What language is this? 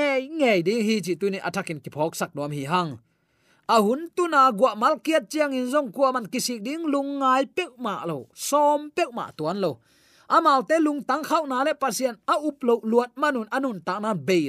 Tedim Chin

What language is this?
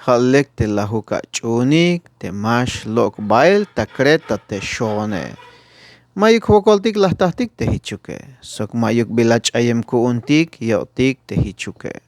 Tzeltal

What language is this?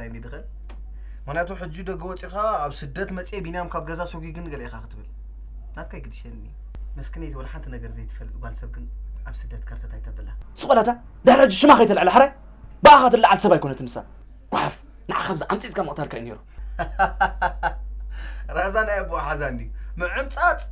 Tigrinya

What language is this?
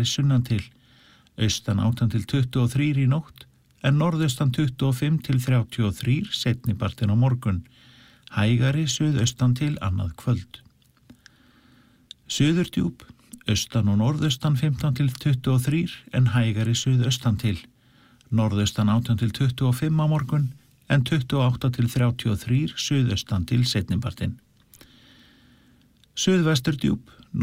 Icelandic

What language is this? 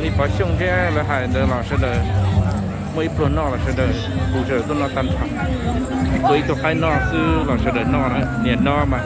Hmong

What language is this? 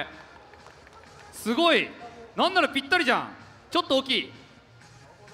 Japanese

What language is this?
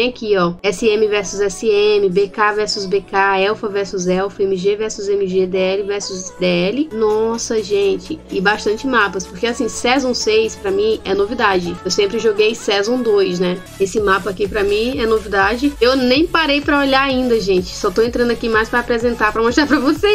Portuguese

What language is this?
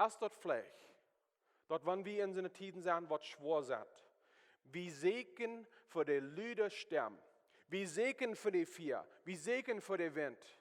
Plautdietsch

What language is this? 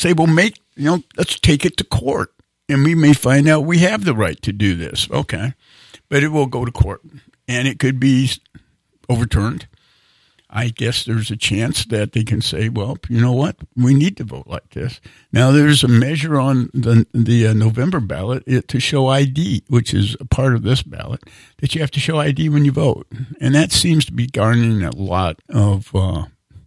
English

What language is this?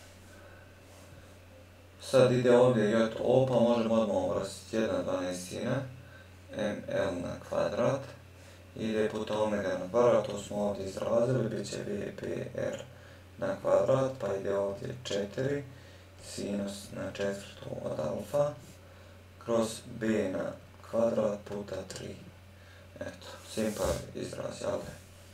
Croatian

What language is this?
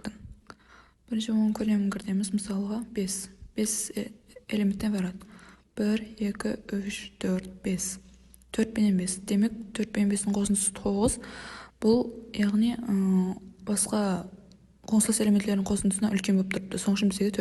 Kara-Kalpak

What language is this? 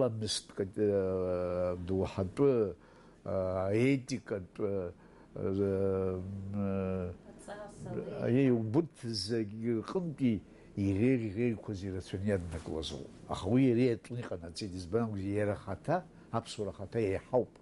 Abkhazian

